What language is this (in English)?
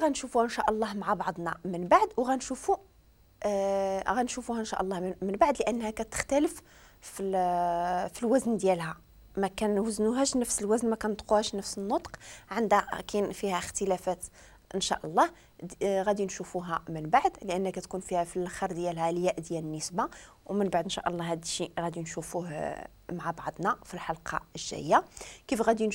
Moroccan Arabic